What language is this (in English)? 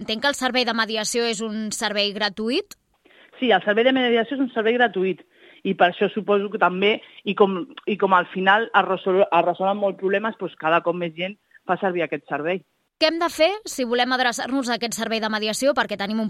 Catalan